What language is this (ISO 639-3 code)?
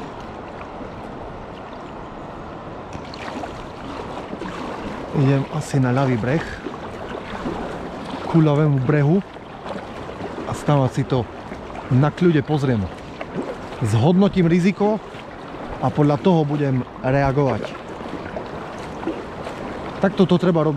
slk